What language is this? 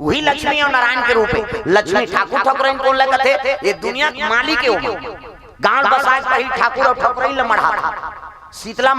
Chhattisgarhi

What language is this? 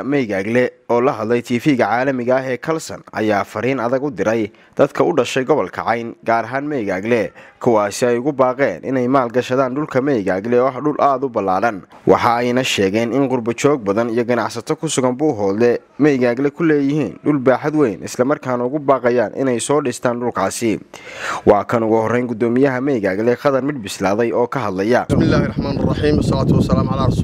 Somali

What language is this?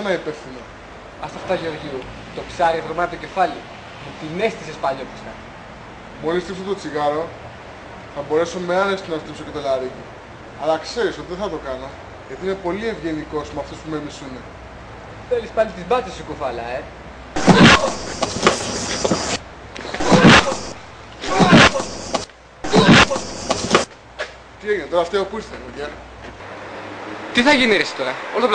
Greek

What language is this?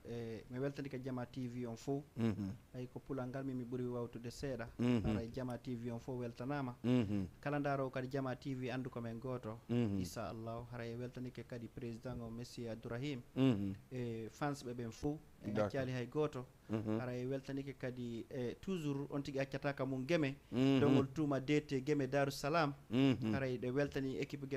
Fula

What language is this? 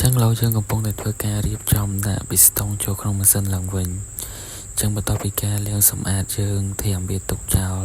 Khmer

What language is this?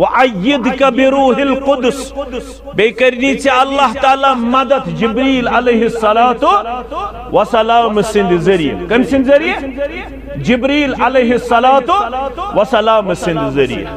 Kashmiri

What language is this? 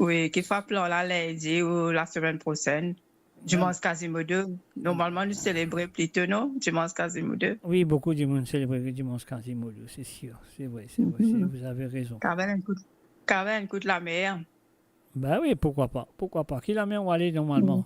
Morisyen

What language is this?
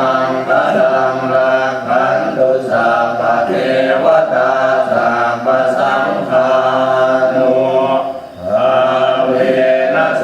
Pali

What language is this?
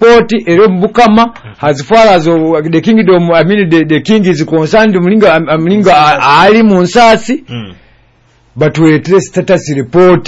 Nyoro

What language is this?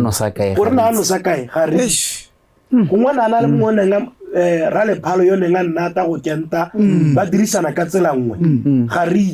Tswana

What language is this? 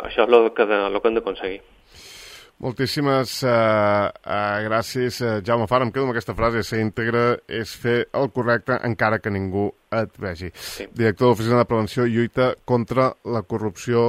Catalan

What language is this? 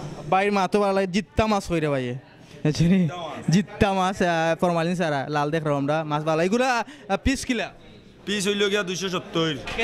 Sylheti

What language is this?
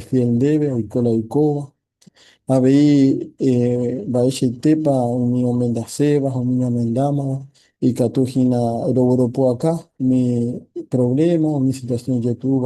Guarani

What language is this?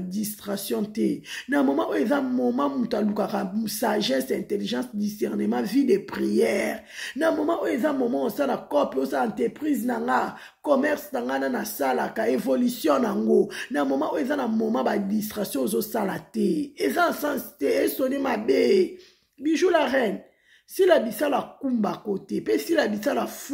Lingala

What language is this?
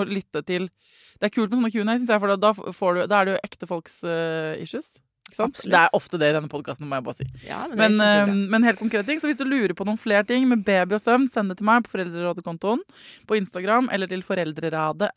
Norwegian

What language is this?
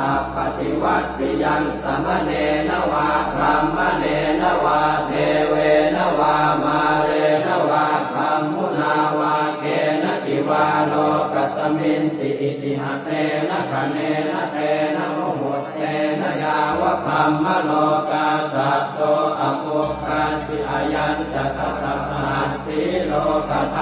Pali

